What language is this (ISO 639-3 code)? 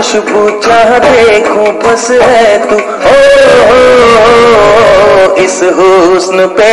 hin